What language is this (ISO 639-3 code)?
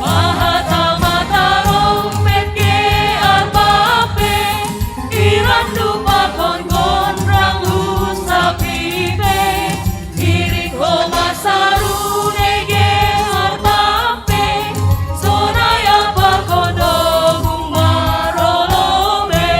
bts